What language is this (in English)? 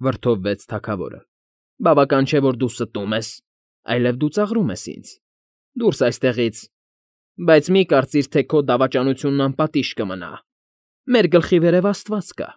Armenian